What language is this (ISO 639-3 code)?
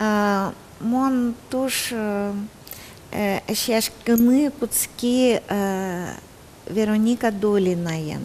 udm